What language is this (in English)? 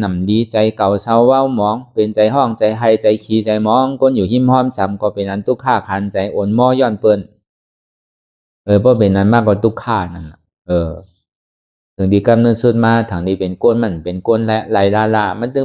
Shan